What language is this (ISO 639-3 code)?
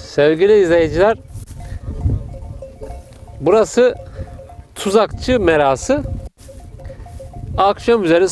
tur